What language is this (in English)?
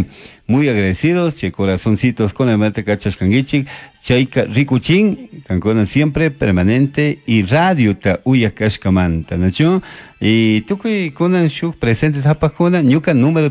Chimborazo Highland Quichua